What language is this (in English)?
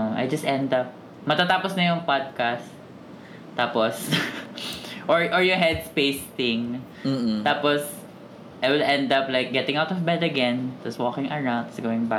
Filipino